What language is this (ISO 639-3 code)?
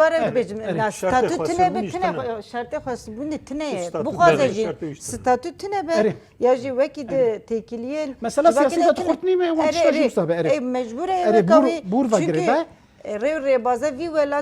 kur